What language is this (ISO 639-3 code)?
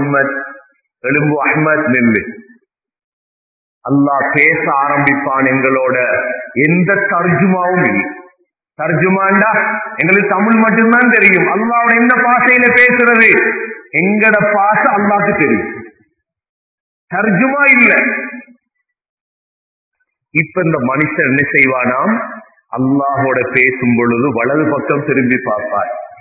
tam